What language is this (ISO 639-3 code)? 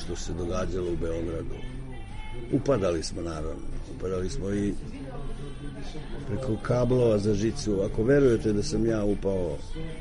srp